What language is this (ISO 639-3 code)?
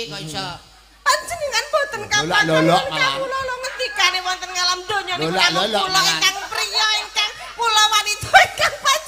jav